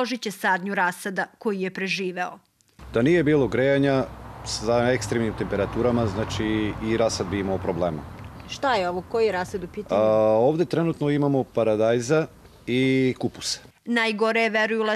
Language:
Serbian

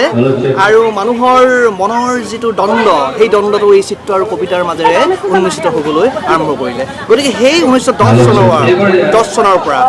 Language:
Assamese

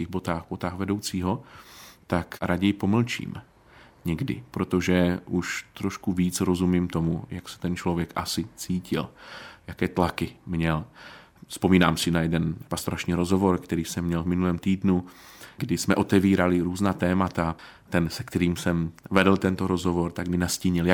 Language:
Czech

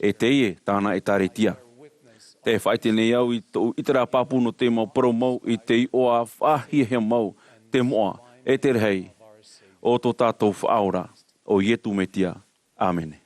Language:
Tahitian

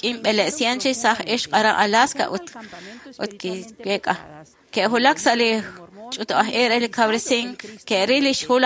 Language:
Kekchí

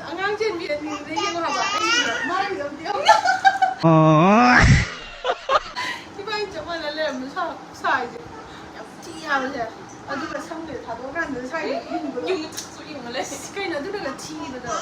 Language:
Manipuri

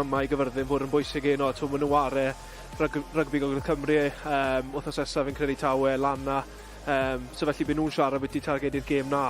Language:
Welsh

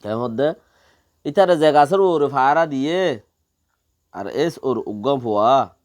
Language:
Rohingya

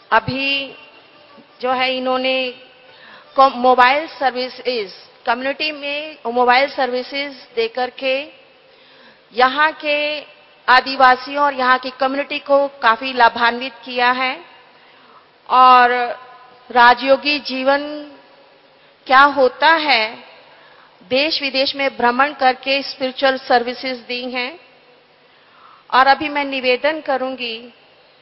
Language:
Hindi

